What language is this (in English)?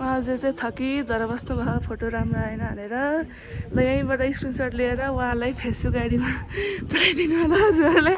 Nepali